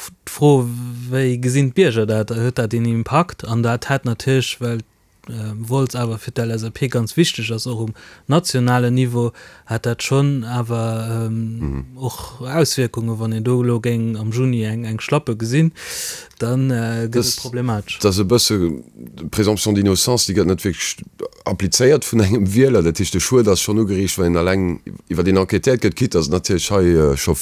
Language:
Luxembourgish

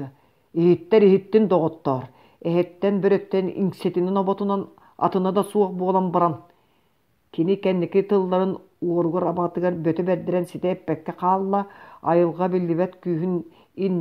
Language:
Yakut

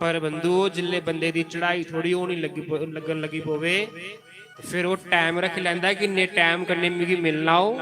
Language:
Dogri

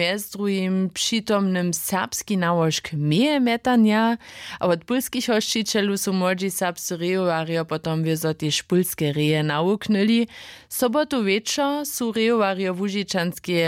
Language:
Upper Sorbian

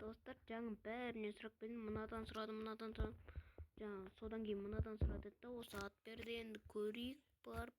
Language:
Kazakh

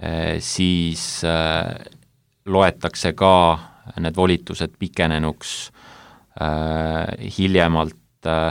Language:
Estonian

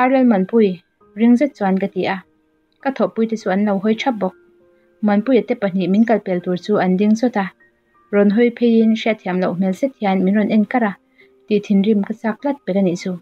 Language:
Mizo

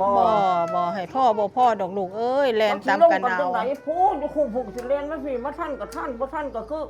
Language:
Northeastern Thai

